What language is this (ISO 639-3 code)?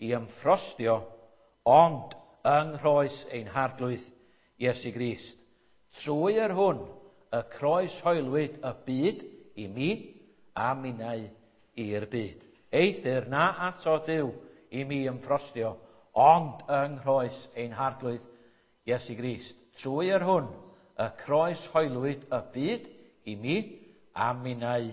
cym